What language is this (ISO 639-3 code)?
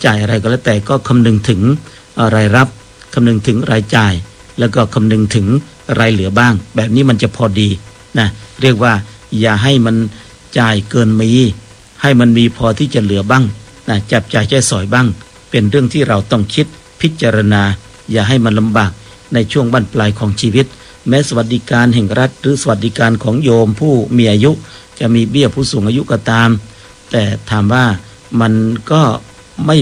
tha